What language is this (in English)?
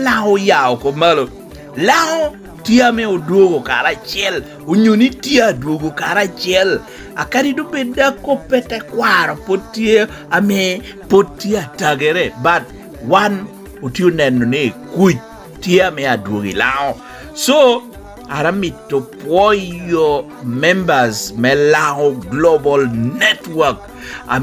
Lango (Uganda)